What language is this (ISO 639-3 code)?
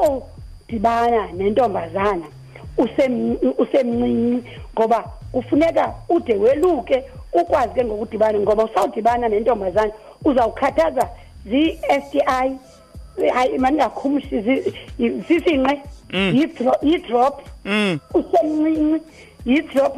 xho